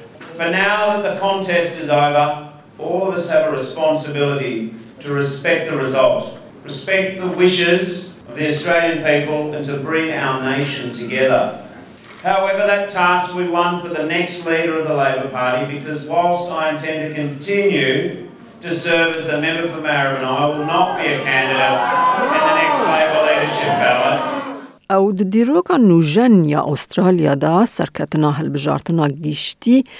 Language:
Kurdish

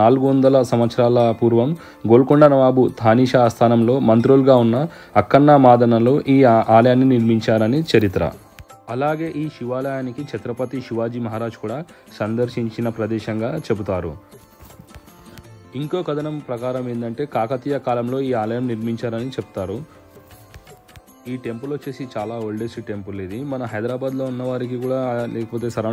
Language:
Telugu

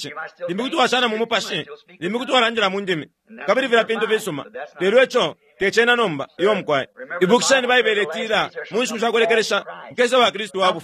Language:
Bemba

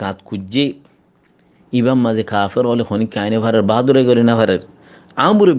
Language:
Rohingya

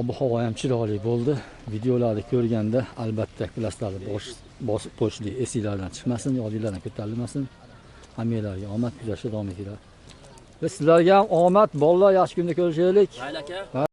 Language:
Uzbek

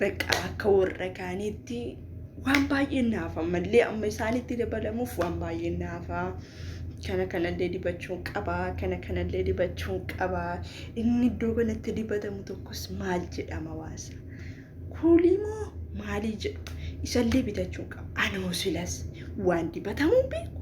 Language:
Oromo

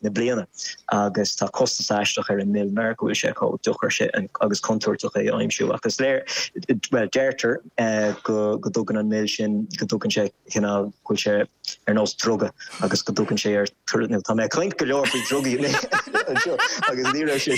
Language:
Irish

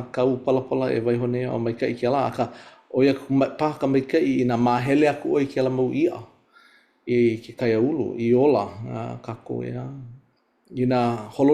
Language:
Hawaiian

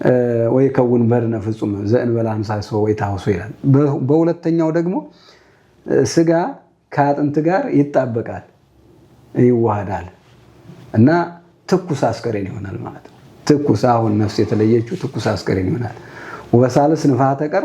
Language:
Amharic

